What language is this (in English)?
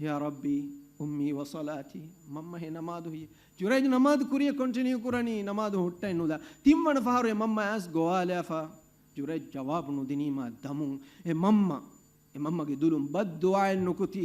Divehi